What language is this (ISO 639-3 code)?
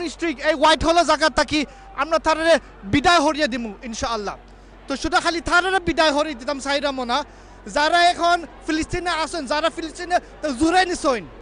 syl